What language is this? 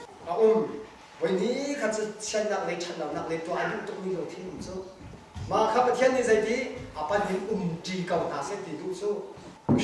Hakha Chin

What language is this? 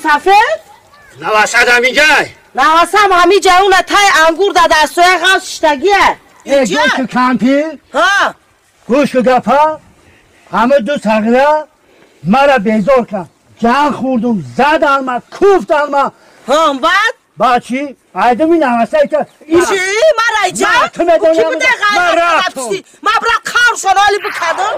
Tajik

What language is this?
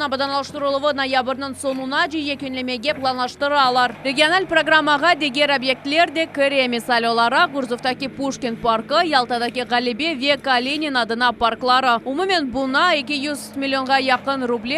Crimean Tatar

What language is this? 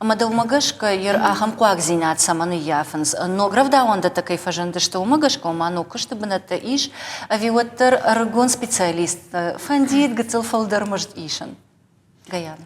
Ossetic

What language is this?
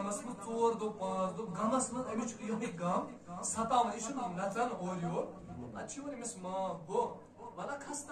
Kashmiri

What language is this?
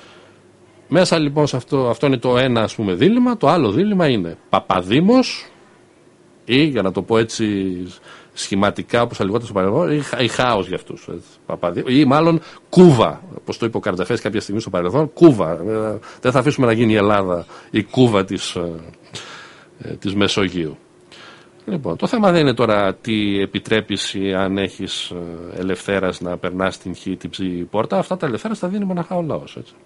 Greek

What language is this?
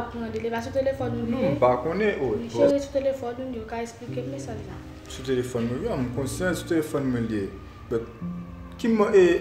Haitian Creole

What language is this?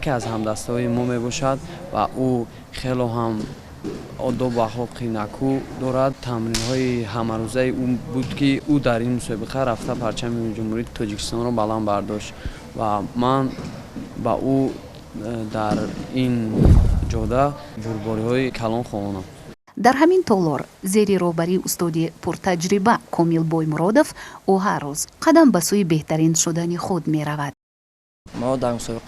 Tajik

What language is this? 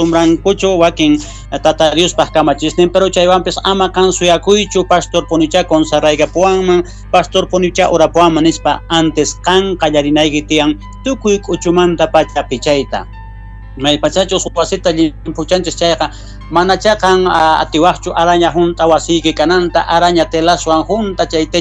South Bolivian Quechua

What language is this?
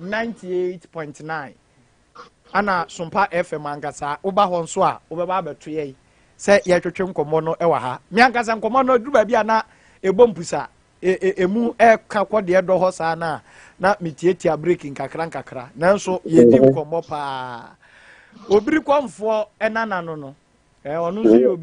Akan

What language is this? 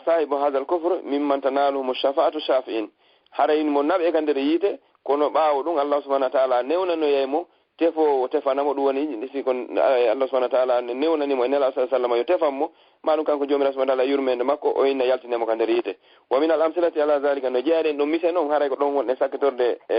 Fula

